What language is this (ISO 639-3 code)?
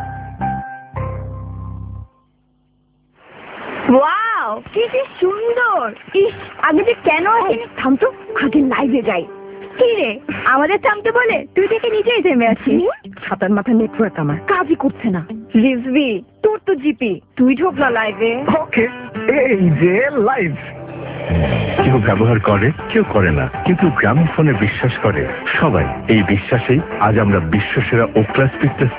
ben